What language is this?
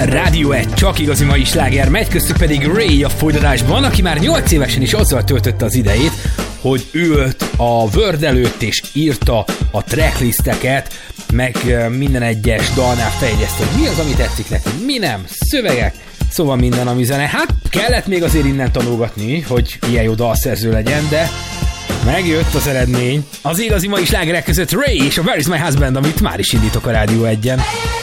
Hungarian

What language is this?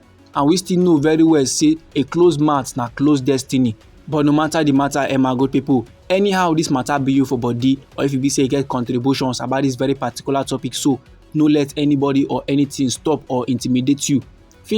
Nigerian Pidgin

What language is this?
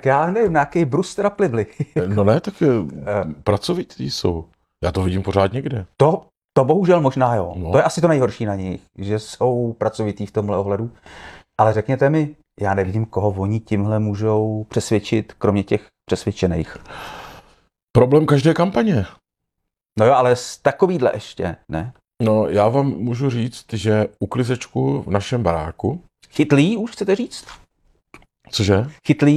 Czech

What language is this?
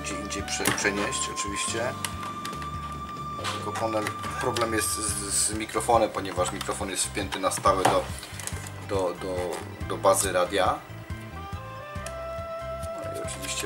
Polish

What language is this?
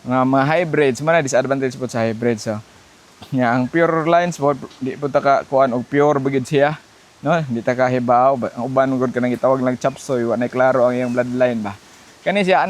Cebuano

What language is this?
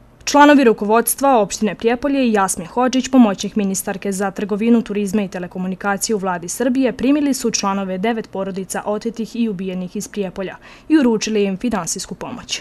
Serbian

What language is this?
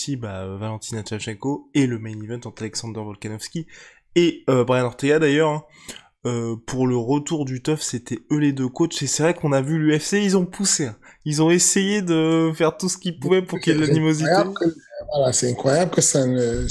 French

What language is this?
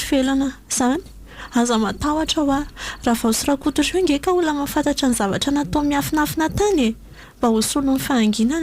Malagasy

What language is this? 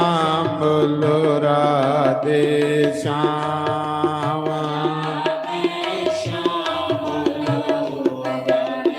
Dogri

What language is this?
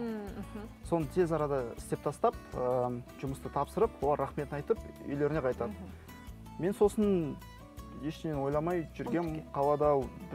Kazakh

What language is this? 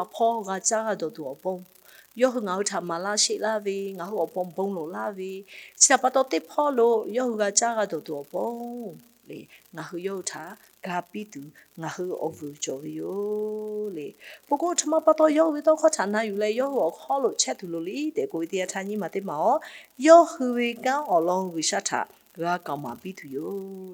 Lahu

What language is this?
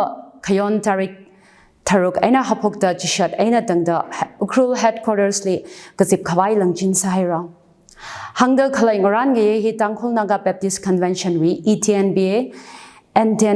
Tangkhul Naga (India)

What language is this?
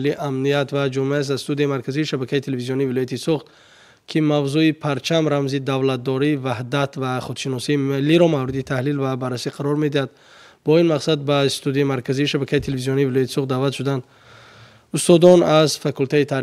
Tajik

